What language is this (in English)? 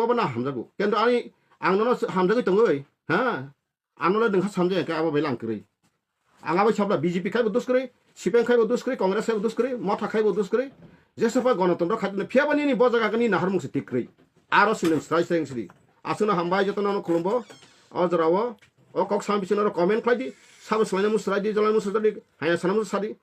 Kok Borok